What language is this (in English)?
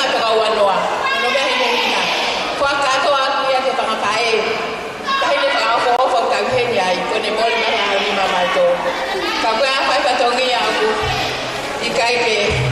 Tongan